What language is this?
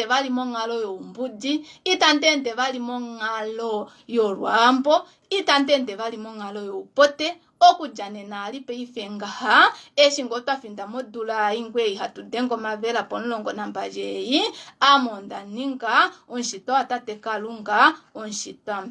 Kuanyama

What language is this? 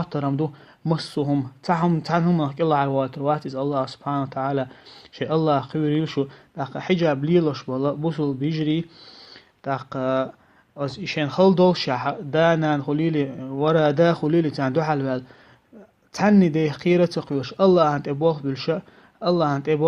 Chechen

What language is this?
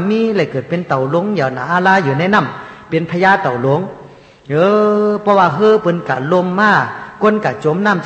Shan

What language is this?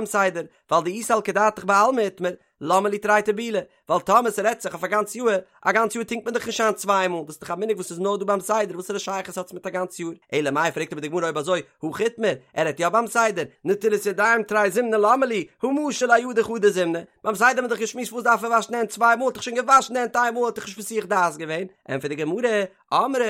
Yiddish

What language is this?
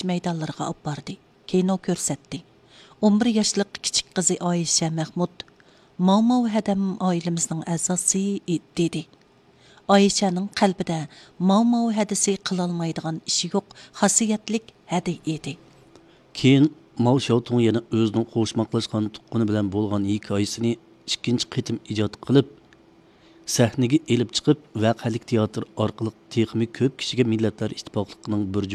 Uyghur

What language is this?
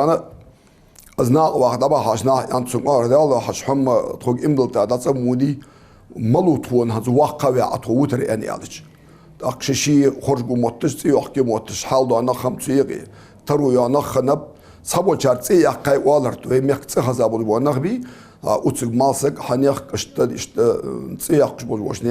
Ingush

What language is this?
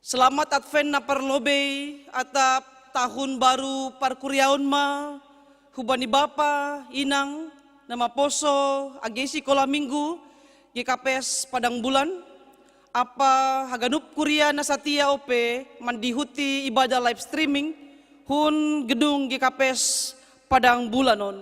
Batak Simalungun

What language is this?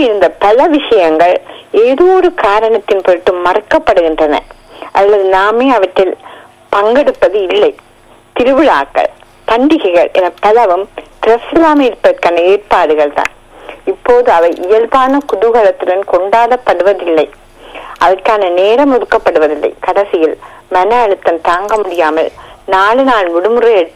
Tamil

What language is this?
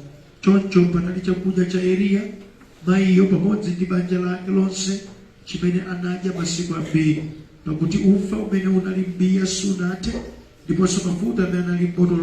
Nyanja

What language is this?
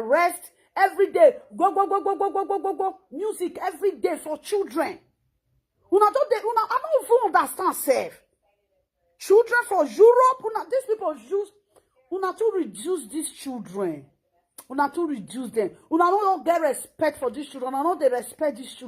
Nigerian Pidgin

